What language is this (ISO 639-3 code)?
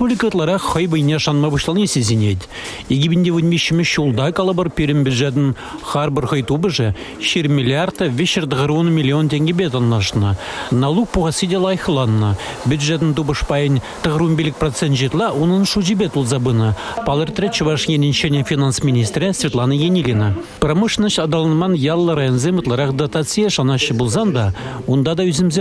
chv